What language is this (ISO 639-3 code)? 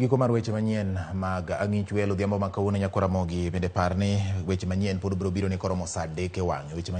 luo